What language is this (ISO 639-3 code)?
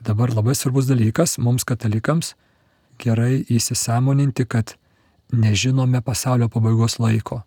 lit